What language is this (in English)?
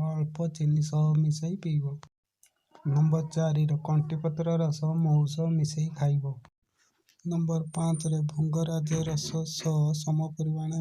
Odia